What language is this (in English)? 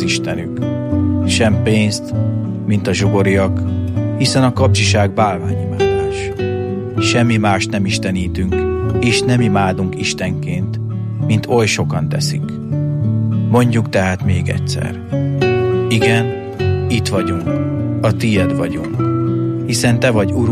Hungarian